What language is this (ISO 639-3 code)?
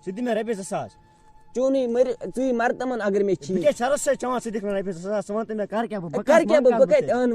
kas